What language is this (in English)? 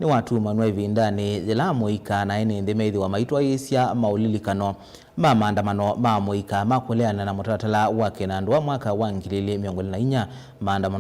Kamba